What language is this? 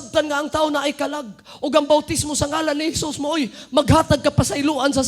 Cebuano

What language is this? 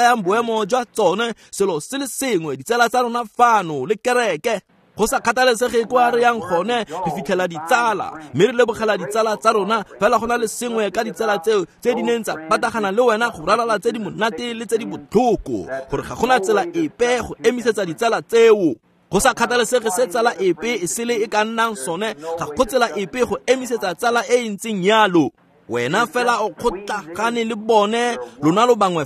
Tswana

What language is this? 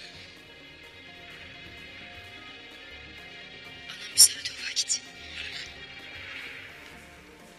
Turkish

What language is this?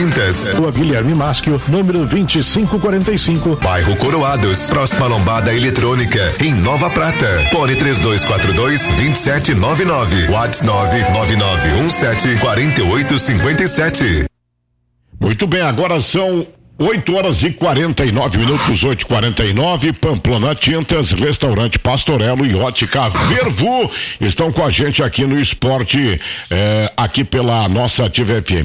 Portuguese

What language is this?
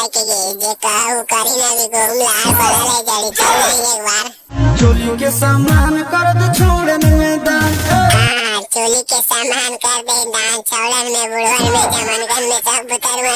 Magahi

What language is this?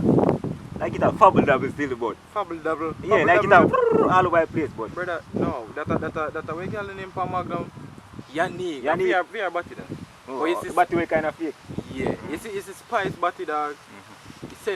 Jamaican Creole English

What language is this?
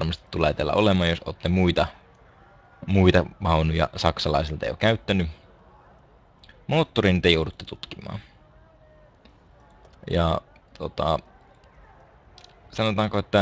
Finnish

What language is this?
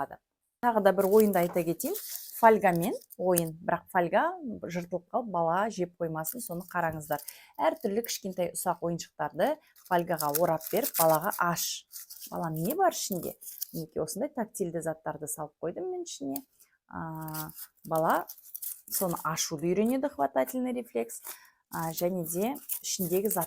Kazakh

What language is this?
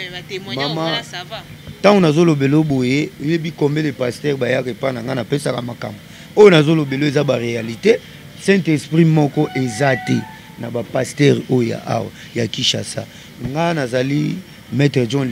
Lingala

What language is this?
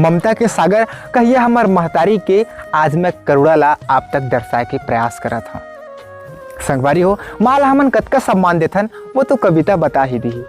Chhattisgarhi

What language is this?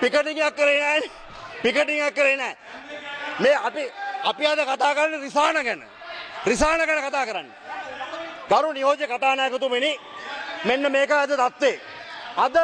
Sinhala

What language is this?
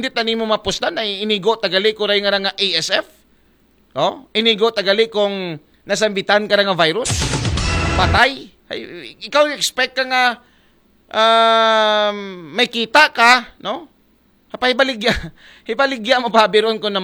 Aklanon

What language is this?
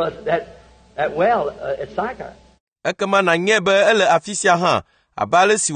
Ewe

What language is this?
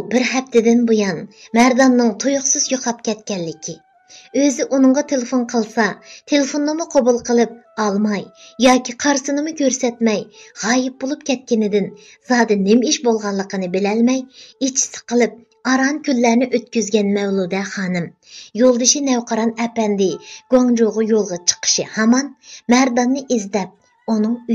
Uyghur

